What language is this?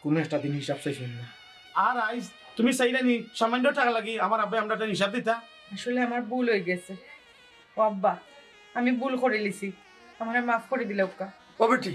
Sylheti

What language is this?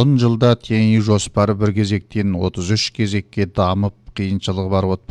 Kazakh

